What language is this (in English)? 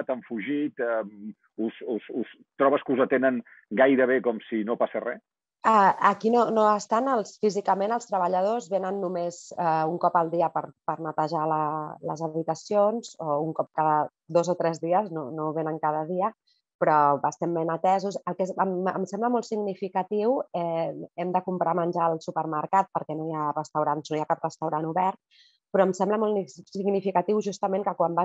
Catalan